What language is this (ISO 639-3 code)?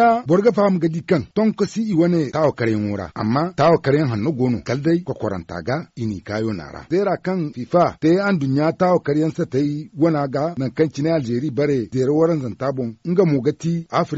dje